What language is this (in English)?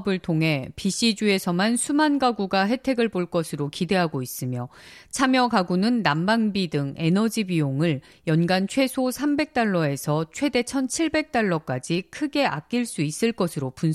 Korean